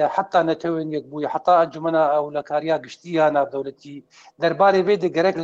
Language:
Kurdish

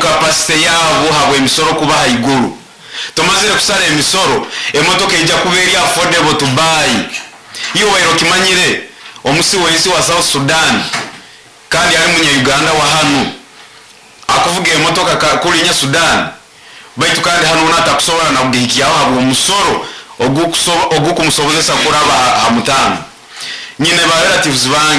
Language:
Nyoro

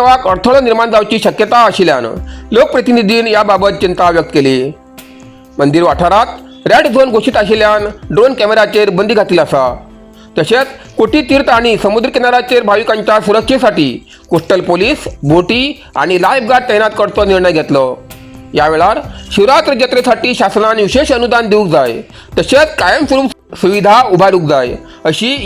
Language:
Konkani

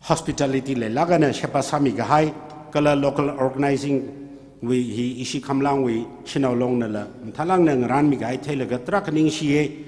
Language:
Tangkhul Naga (India)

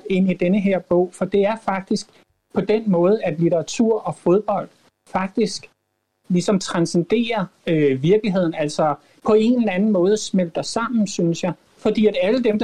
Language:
Danish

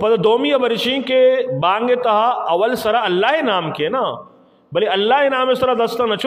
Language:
Eastern Balochi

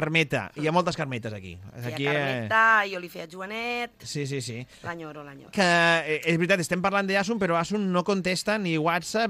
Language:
Catalan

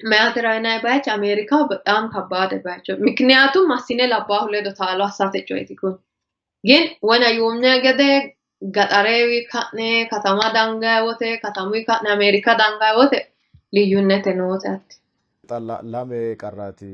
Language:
Sidamo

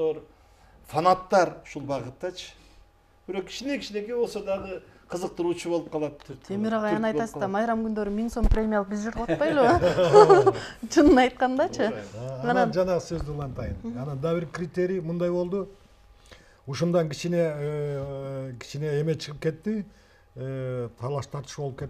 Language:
Kyrgyz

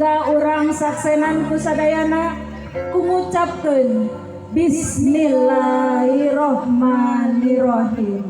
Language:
Sundanese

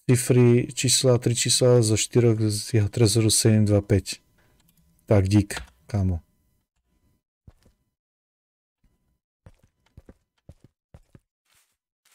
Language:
Slovak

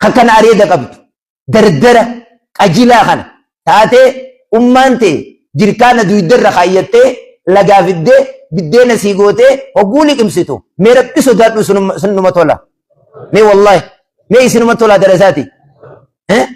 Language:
Oromo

